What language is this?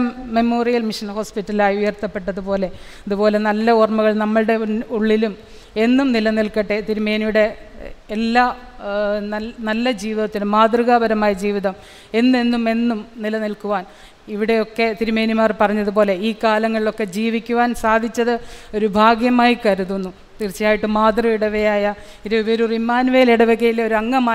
Malayalam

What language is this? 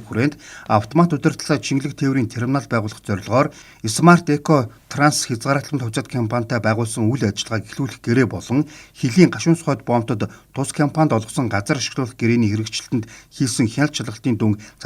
Mongolian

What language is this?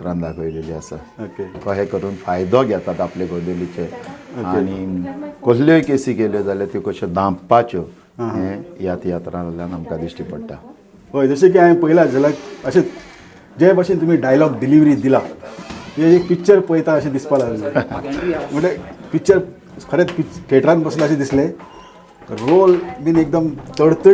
Konkani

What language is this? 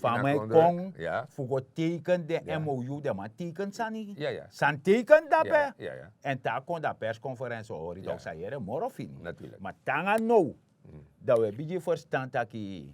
Sranan Tongo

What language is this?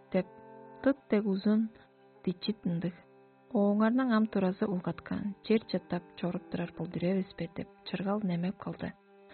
Tuvinian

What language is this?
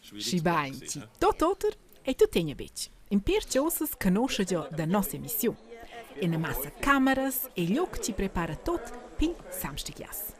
Romansh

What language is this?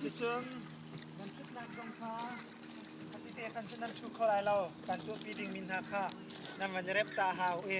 Hakha Chin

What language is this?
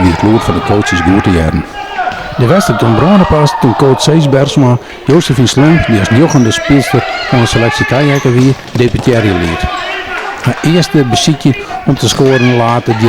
Western Frisian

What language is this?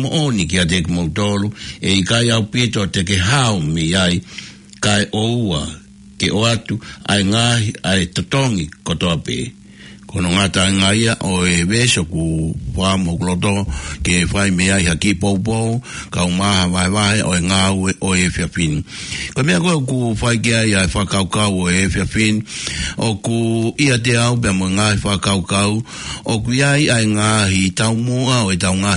Tongan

